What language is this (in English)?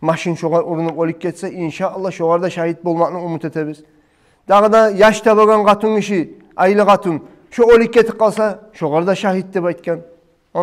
Kumyk